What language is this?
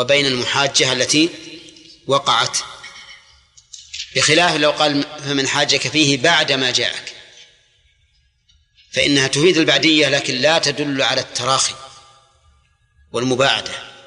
Arabic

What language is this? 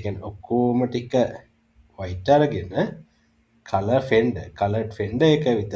Sinhala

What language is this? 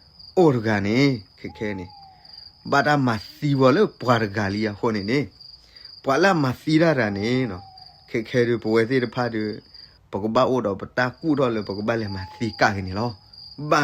S'gaw Karen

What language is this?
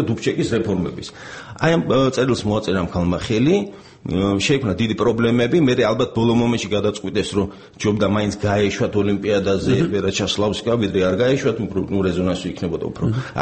Georgian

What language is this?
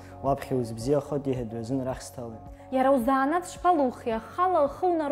Abkhazian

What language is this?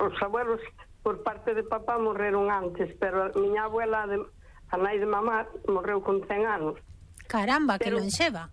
Galician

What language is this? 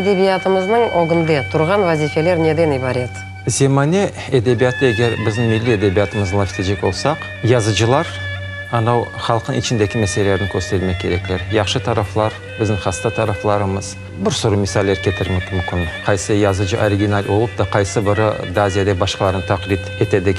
Crimean Tatar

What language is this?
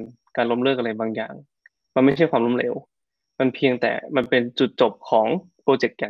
Thai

